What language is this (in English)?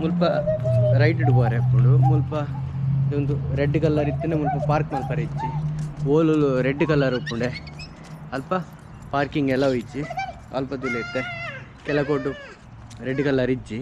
Tulu